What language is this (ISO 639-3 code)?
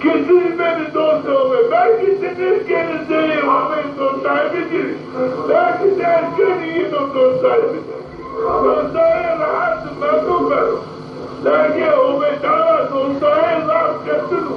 zza